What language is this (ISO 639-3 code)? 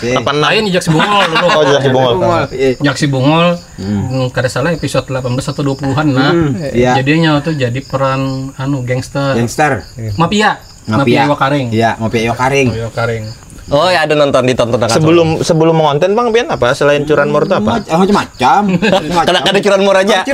bjn